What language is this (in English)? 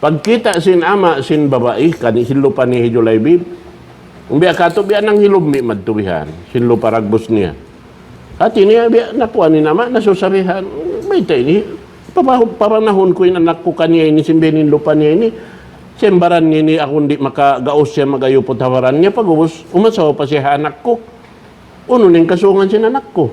Tausug